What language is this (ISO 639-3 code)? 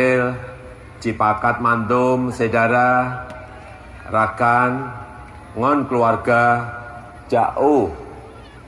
ace